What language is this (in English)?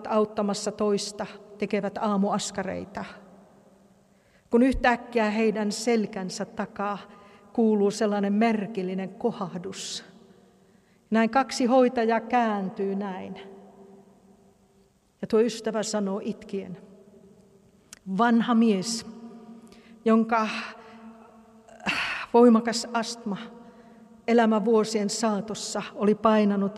Finnish